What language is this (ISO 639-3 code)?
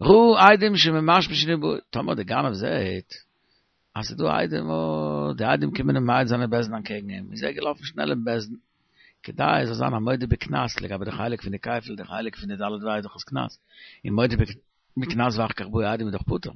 yid